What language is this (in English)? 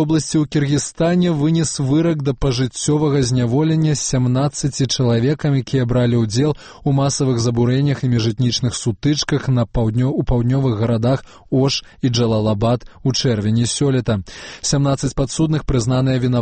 Belarusian